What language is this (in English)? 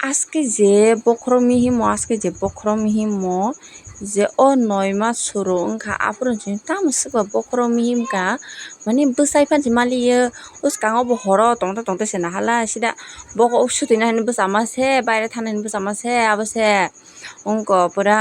Kok Borok